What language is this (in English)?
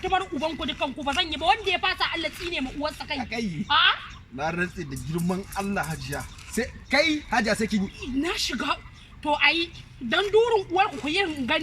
Hausa